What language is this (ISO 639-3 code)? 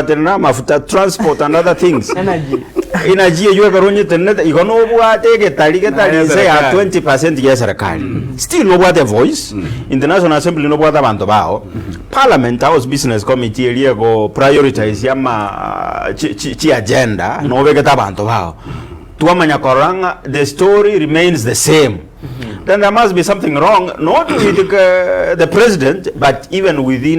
guz